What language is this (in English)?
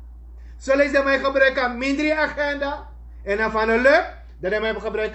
Sranan Tongo